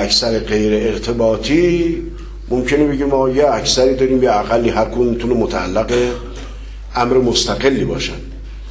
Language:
Persian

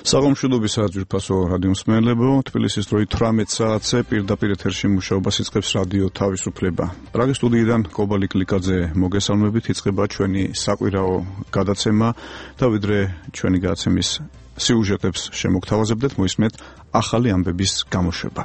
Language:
Georgian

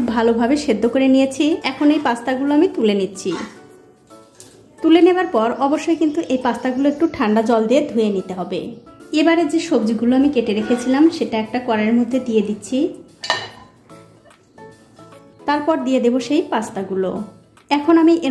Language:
Bangla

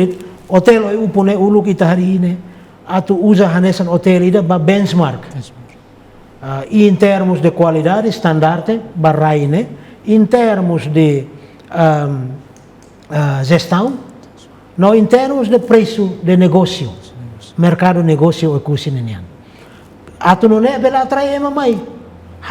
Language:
Tetum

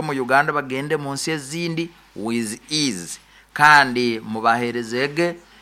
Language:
Nyoro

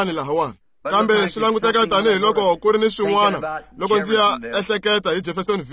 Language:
Tsonga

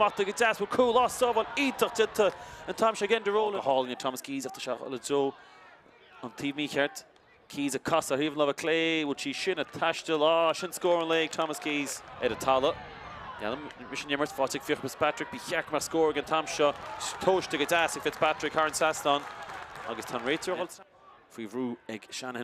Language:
Irish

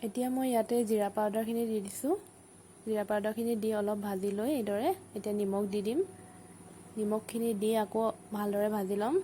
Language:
Assamese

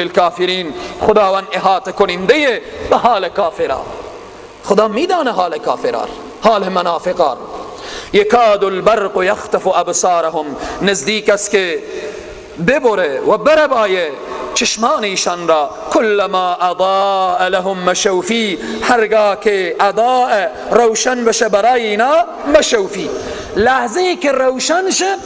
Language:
Persian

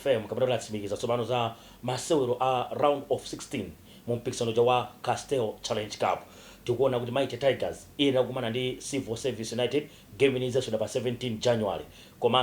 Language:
Nyanja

